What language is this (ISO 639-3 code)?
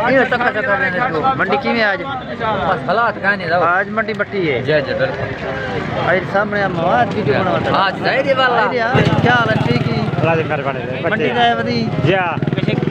skr